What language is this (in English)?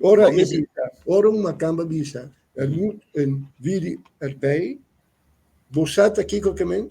Papiamento